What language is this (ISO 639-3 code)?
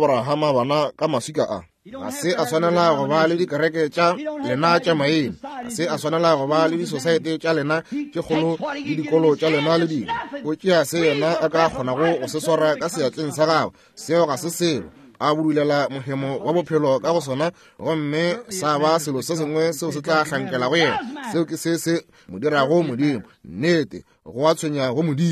nso